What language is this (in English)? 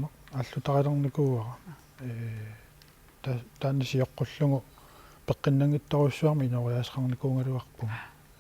Kalaallisut